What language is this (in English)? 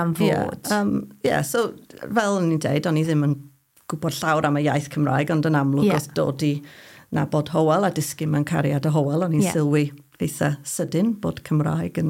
Welsh